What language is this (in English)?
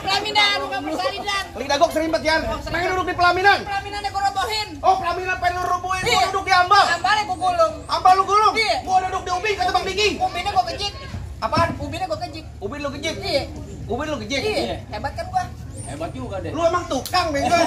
Betawi